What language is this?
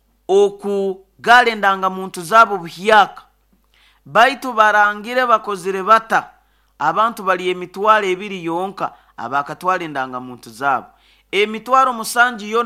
Nyoro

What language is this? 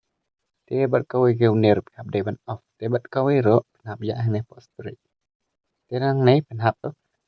Khasi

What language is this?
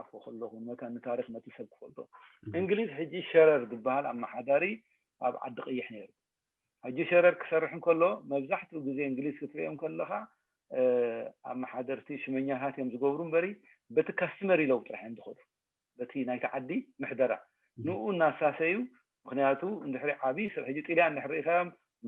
Tigrinya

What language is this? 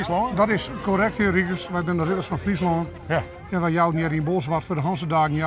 Western Frisian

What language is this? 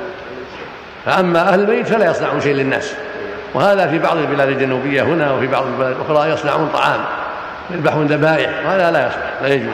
Arabic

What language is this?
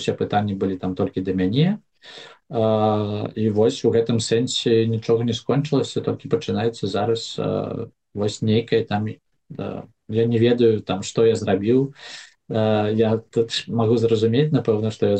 Belarusian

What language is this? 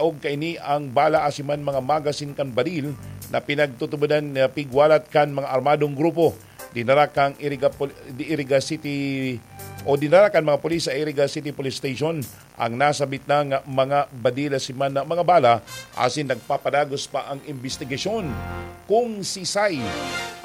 Bikol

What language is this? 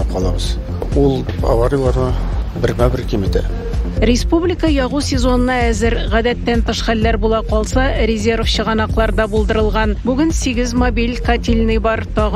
Tatar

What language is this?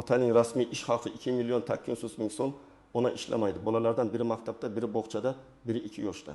Uzbek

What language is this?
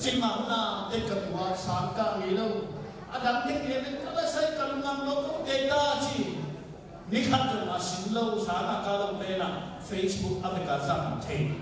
Tedim Chin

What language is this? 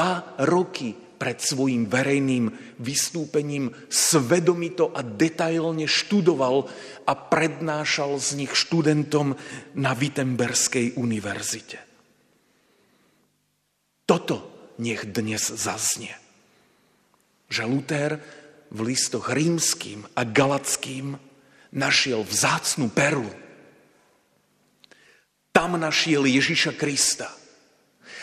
Slovak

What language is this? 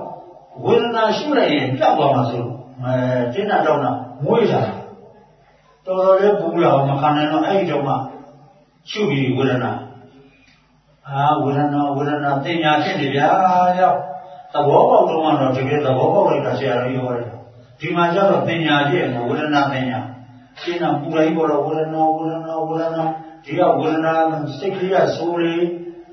Burmese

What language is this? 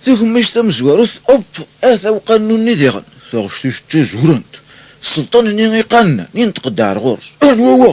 Kabyle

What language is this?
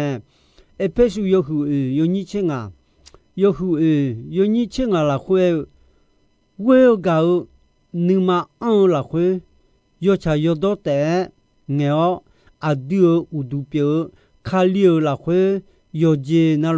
Akha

